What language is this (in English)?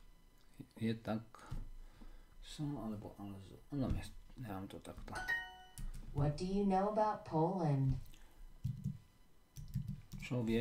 Slovak